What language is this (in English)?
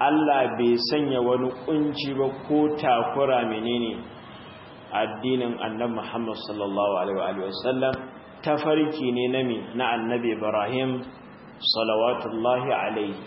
Hausa